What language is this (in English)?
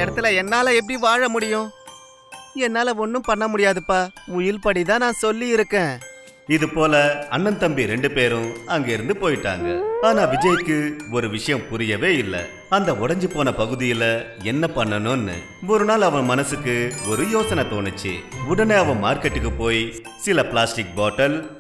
Tamil